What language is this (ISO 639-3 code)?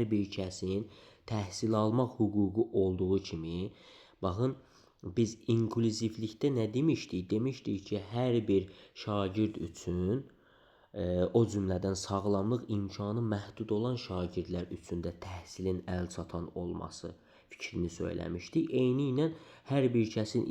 aze